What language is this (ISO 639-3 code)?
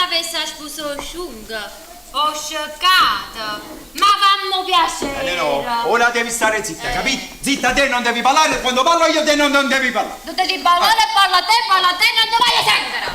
nap